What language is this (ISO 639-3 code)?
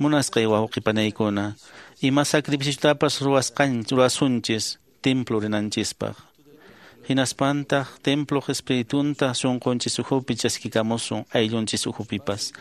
que